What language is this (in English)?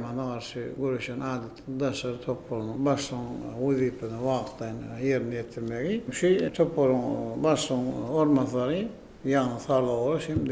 Turkmen